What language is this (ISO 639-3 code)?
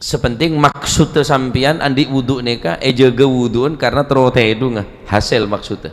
mad